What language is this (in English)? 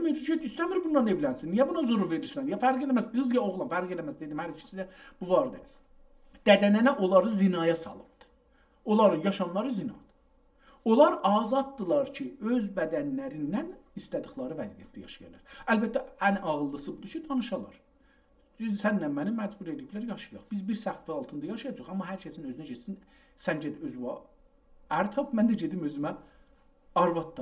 South Azerbaijani